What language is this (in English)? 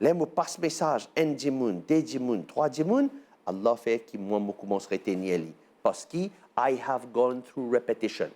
Morisyen